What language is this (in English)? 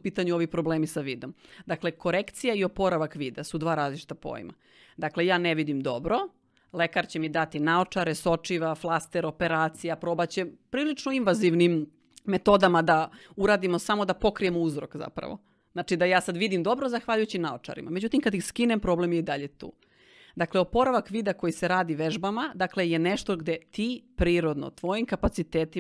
Serbian